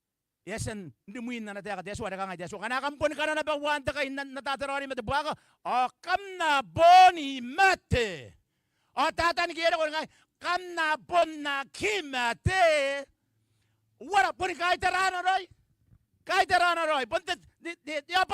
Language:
Gilbertese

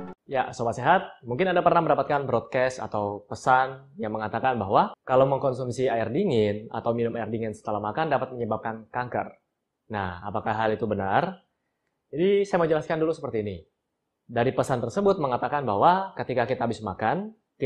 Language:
Indonesian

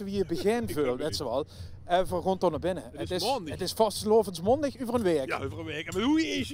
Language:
Limburgish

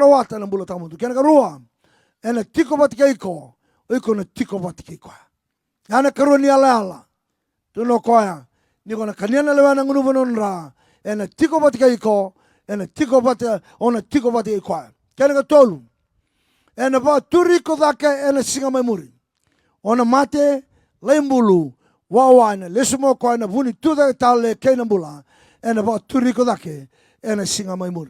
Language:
Fijian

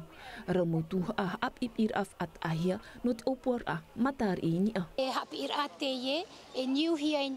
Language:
Tahitian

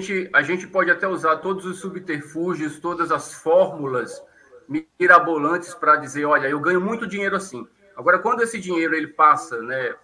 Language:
Portuguese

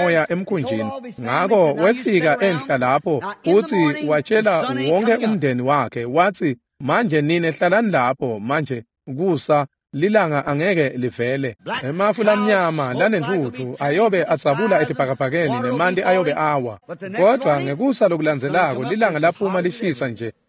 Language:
Swati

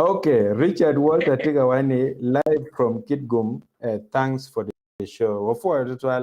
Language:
Acoli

